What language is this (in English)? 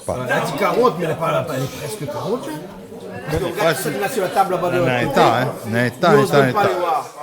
Réunion Creole French